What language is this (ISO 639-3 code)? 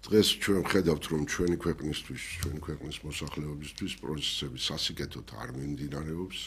kat